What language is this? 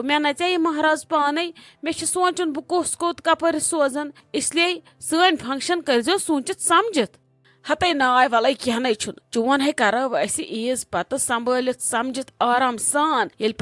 Kashmiri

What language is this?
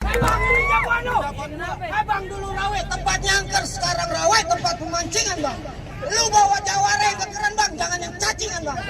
Betawi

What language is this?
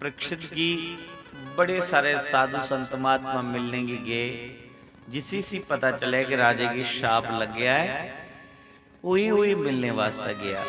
Dogri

